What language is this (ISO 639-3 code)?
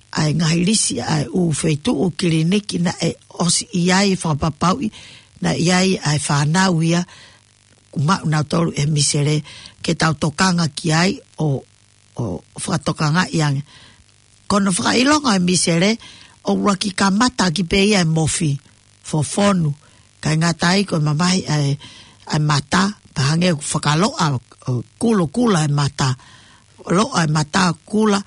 ton